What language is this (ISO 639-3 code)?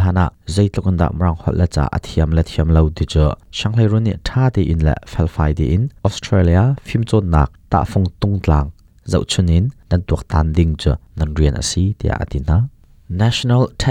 cnh